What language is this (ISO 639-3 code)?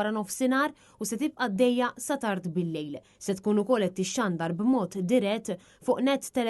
mlt